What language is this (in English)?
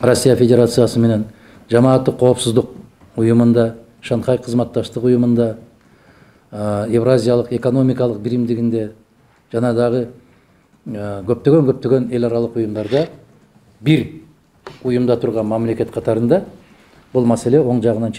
Kyrgyz